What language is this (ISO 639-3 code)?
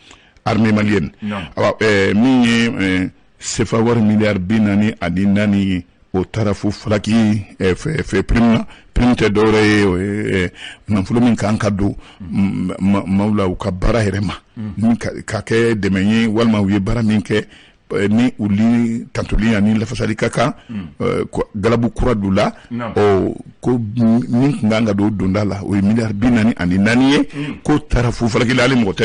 bam